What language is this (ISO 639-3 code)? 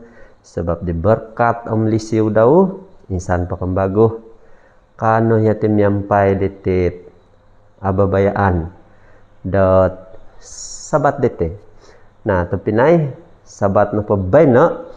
dtp